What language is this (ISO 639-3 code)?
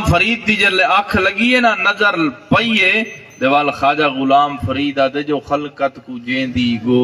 skr